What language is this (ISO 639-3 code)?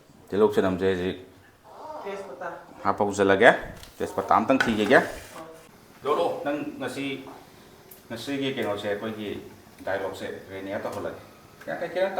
mni